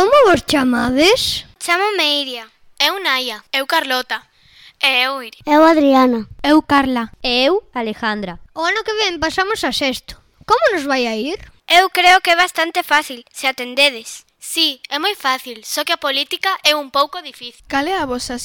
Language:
Galician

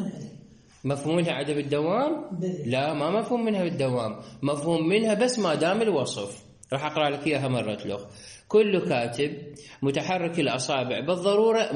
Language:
Mesopotamian Arabic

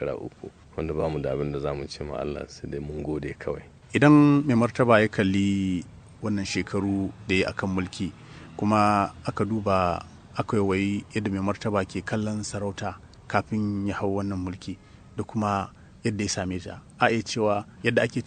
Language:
Hausa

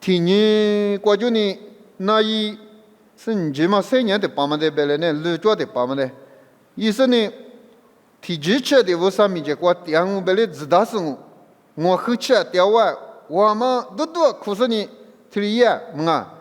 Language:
Lisu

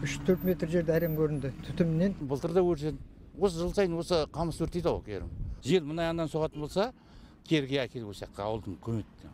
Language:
Kazakh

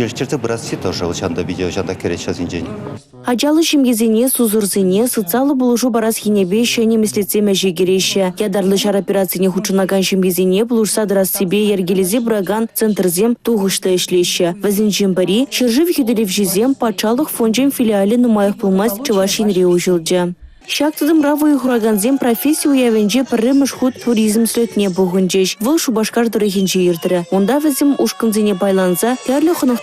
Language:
Chuvash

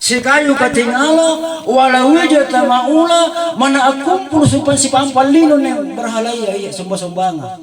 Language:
Makasar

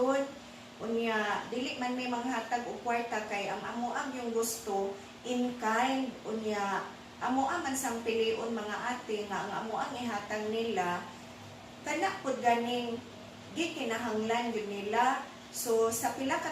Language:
Cebuano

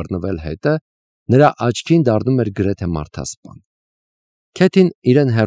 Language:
Armenian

